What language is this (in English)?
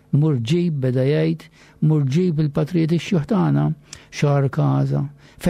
Maltese